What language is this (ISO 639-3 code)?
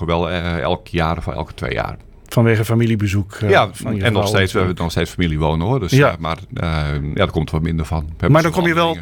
nld